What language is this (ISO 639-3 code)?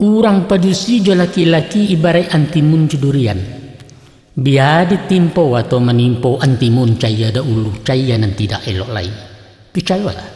min